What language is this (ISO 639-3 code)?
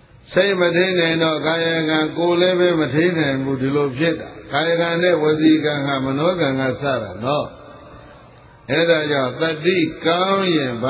mya